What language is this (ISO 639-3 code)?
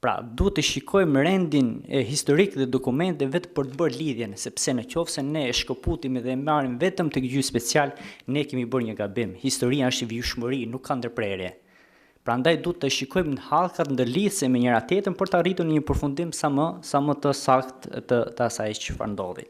sqi